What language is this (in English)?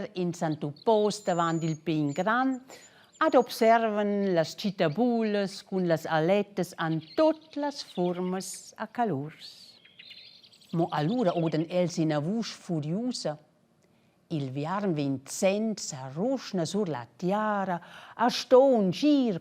Romansh